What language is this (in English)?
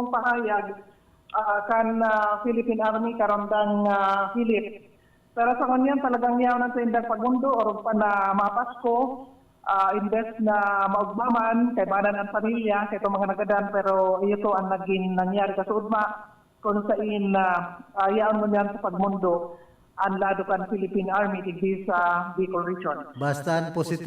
Bikol